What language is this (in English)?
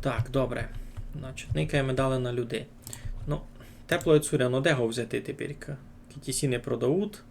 Rusyn